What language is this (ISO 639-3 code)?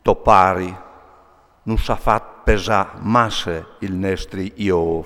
fur